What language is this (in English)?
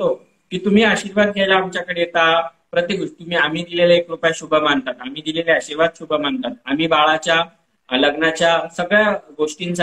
Marathi